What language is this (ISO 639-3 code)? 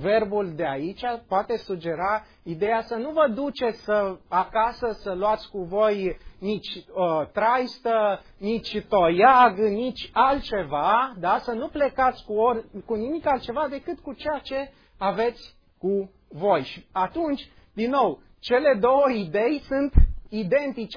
ron